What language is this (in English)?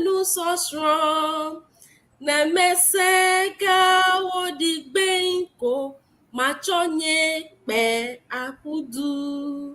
Ewe